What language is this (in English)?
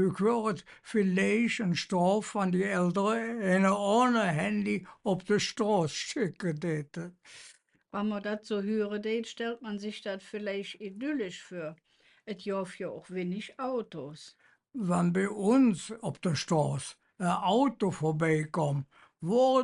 Colognian